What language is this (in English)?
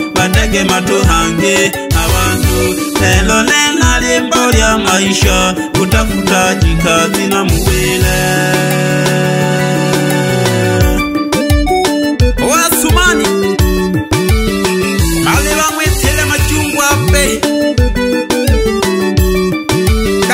Swahili